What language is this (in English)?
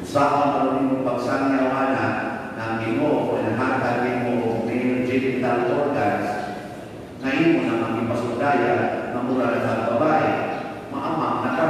Cebuano